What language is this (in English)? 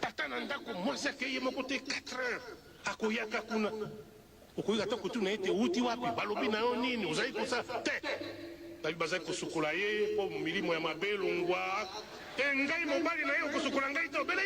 Lingala